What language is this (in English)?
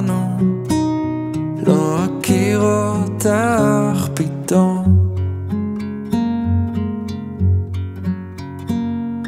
Hebrew